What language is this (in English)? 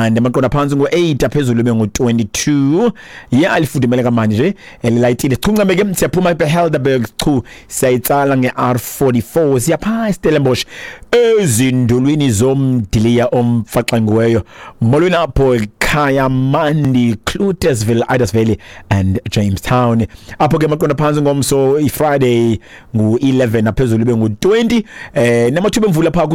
Xhosa